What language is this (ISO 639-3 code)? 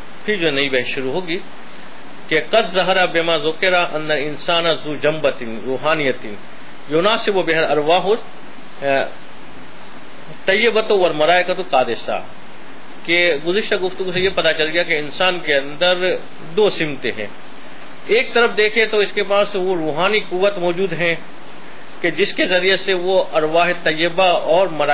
urd